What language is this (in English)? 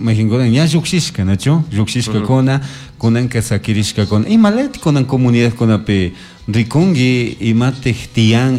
Chimborazo Highland Quichua